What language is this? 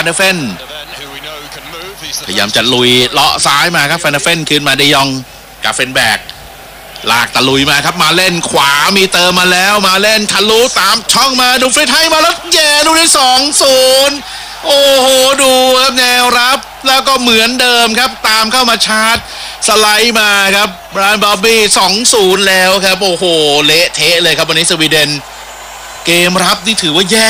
Thai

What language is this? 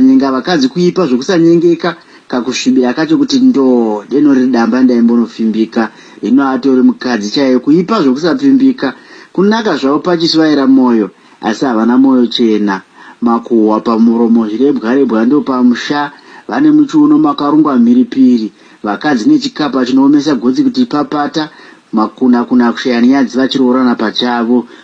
Shona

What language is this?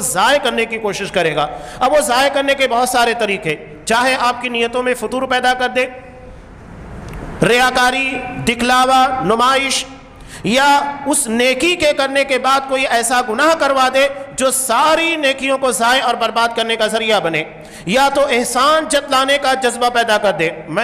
Urdu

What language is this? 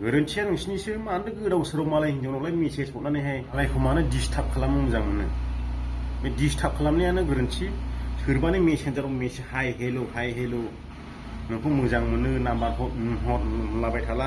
Bodo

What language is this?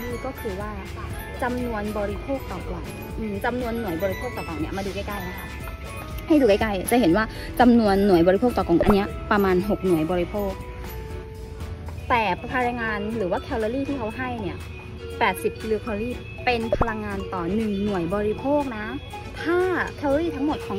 Thai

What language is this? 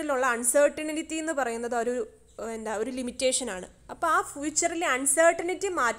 Malayalam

